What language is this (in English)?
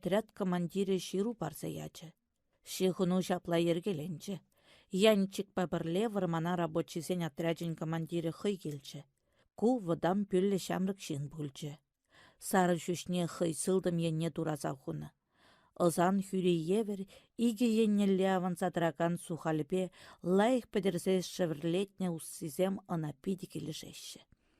Chuvash